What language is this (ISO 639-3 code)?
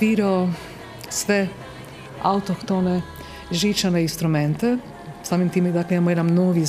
hrv